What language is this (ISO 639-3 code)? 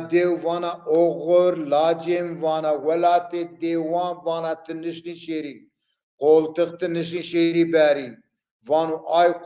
zza